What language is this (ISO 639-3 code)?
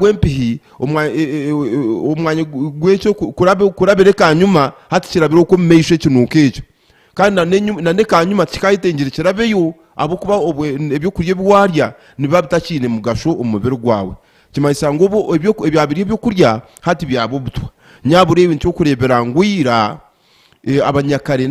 nyn